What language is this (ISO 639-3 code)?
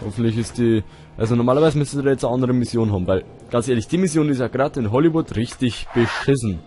bar